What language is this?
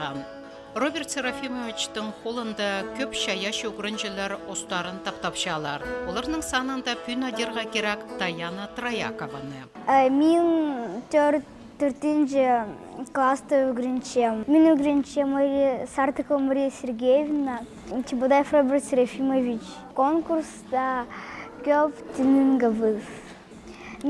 Khakas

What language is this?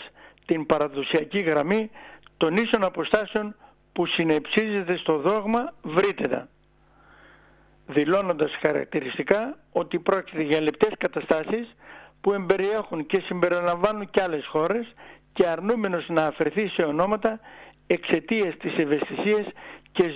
Greek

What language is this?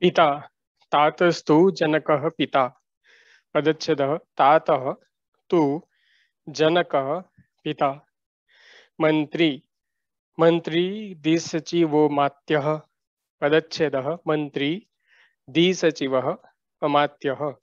Sanskrit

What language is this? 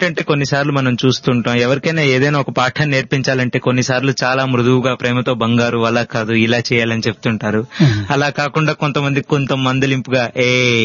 Telugu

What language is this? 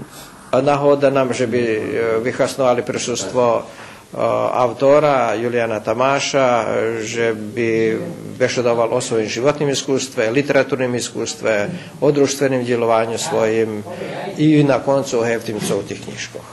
Rusyn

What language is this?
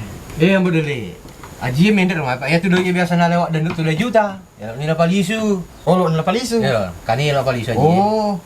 Buginese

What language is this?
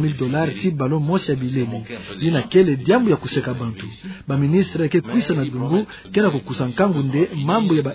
Kituba (Democratic Republic of Congo)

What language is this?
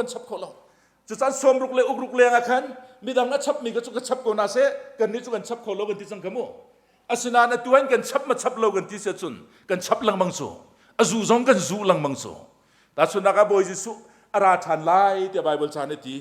Hakha Chin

